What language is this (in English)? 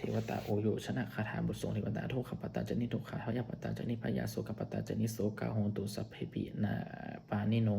Pali